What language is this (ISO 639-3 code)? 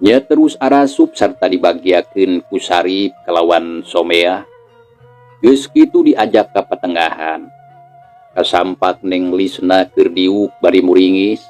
sun